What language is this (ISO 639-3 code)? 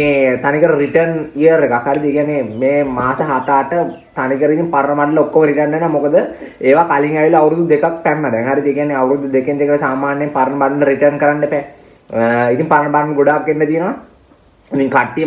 sin